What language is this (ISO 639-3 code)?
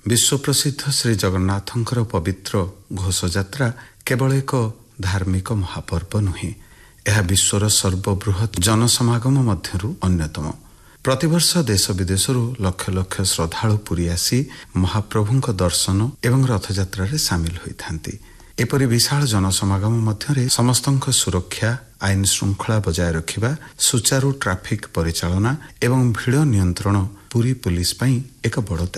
ori